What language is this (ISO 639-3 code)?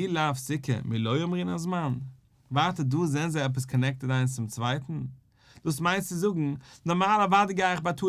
yid